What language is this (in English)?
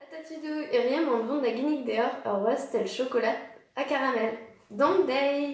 Breton